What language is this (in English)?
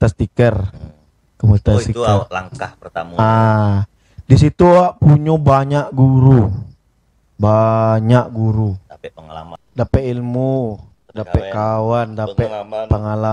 Minangkabau